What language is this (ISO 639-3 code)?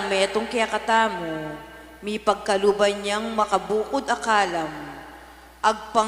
pam